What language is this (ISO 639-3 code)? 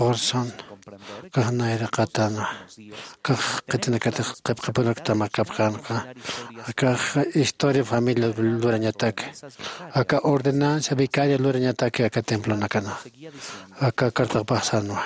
aym